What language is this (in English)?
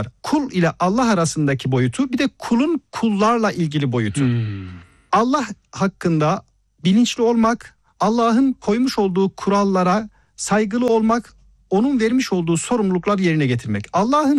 Turkish